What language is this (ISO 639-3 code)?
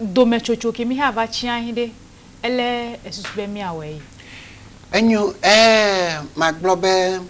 ewe